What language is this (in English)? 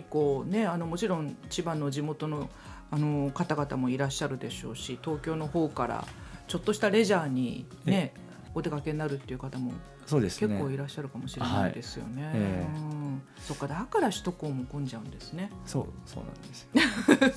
Japanese